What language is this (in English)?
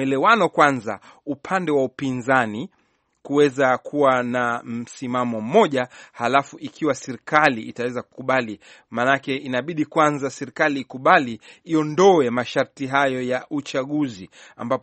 Swahili